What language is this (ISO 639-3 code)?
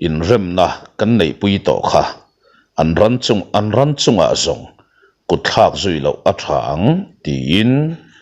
lus